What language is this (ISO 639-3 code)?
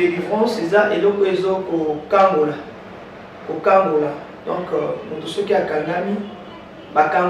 lin